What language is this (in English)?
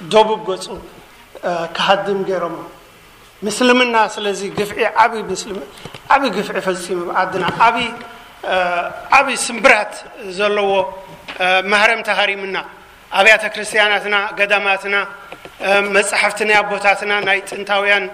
Tigrinya